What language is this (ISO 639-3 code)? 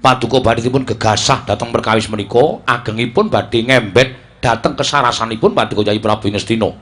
jav